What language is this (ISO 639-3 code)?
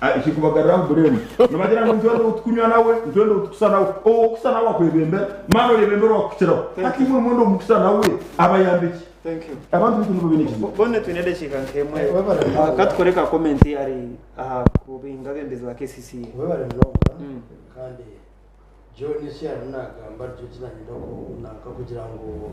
nyn